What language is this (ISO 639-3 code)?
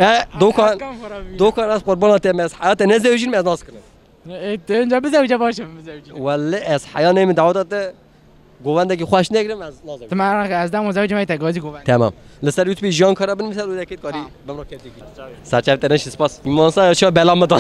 kur